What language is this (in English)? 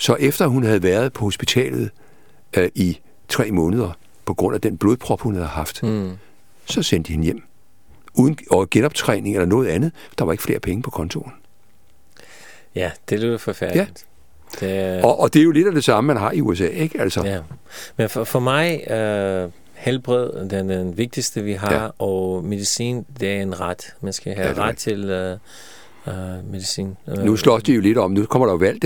Danish